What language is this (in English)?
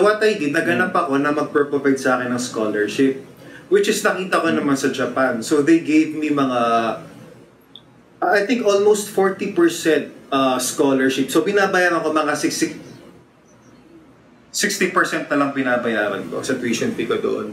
Filipino